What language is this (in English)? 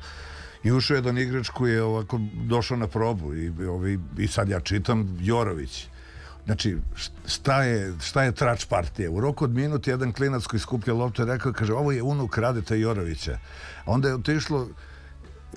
Serbian